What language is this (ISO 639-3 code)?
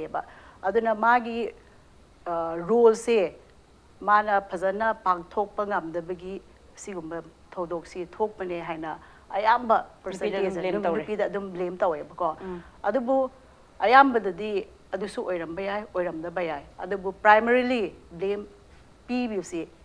mni